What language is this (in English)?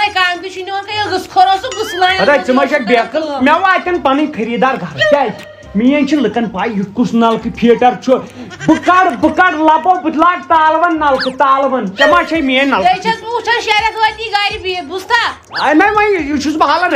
Kashmiri